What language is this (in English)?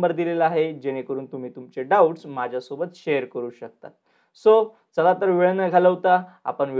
Marathi